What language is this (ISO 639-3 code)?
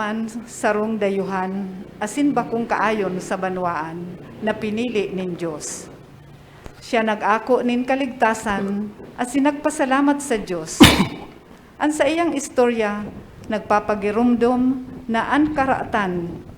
bik